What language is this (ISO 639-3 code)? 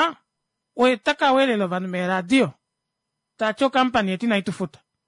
kua